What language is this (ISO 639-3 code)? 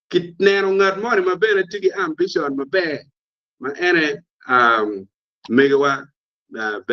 ach